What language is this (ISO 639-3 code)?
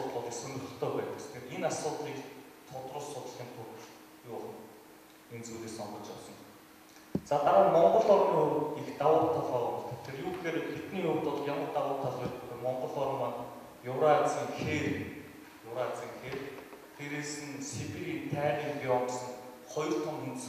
mon